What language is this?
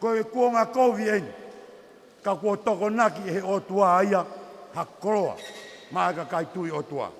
Tongan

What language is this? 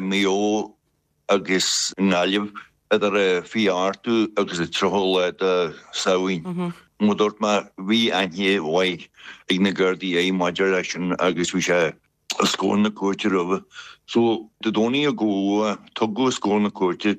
Irish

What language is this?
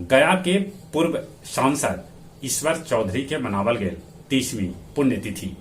Magahi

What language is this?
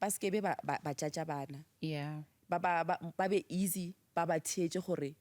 Northern Sotho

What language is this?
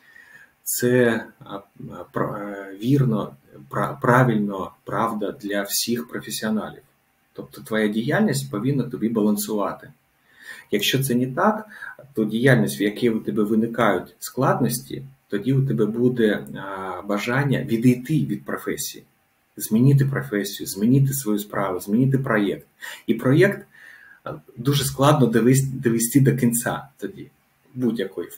Ukrainian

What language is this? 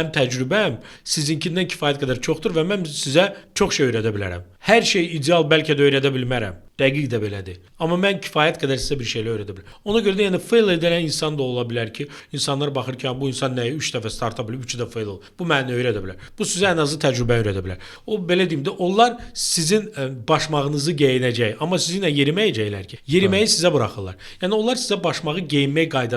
Azerbaijani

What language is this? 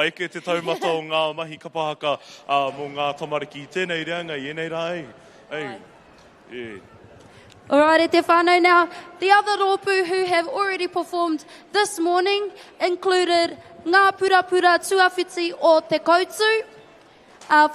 Māori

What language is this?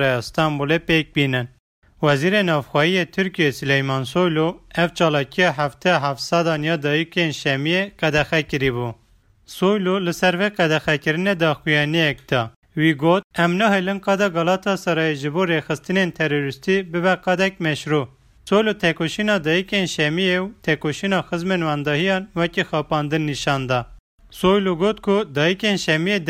Kurdish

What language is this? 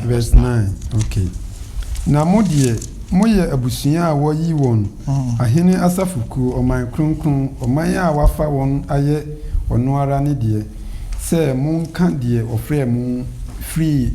Akan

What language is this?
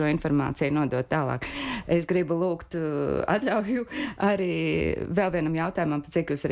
Latvian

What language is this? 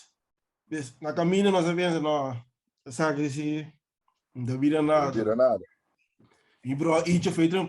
Papiamento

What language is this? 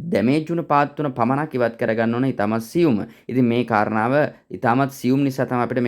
Sinhala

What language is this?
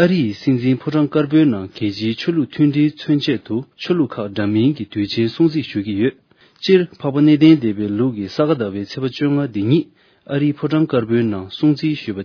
Tibetan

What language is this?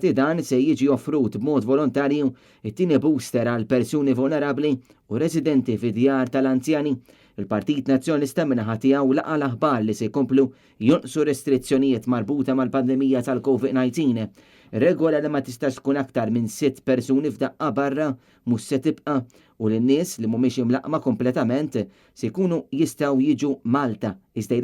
Maltese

